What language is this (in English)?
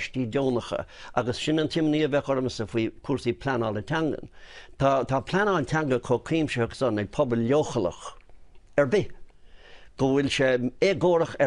Irish